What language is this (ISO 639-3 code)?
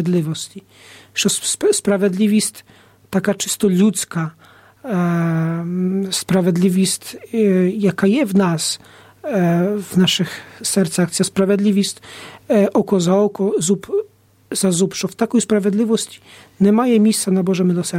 ukr